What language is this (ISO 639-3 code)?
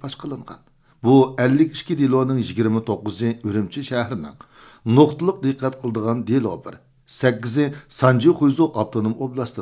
uig